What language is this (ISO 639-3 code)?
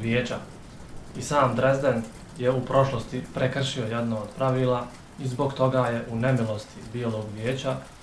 bos